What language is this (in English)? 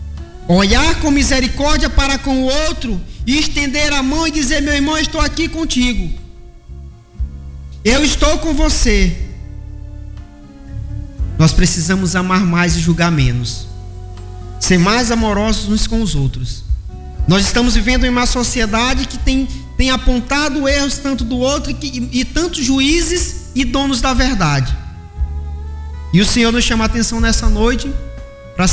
Portuguese